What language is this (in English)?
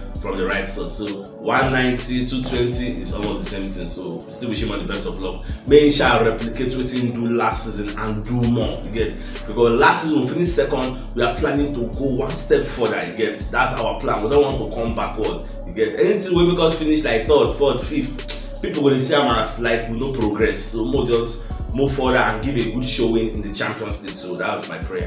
Nigerian Pidgin